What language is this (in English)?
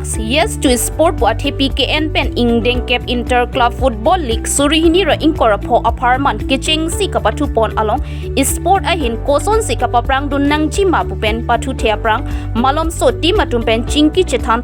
Karbi